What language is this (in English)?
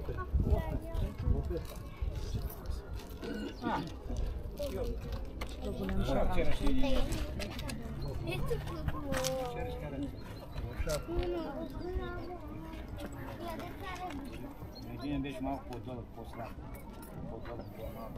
Bulgarian